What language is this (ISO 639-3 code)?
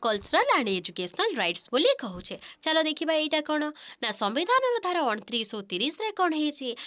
ori